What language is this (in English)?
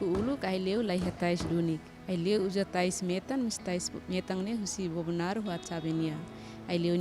Tetum